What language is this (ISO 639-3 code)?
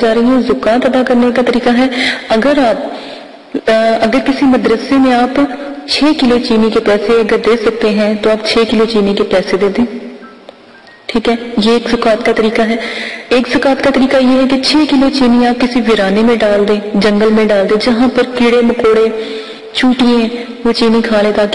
urd